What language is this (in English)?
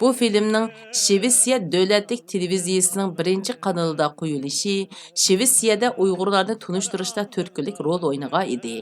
Uyghur